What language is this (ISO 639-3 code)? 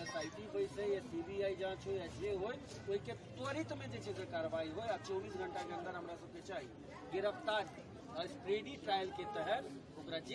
mai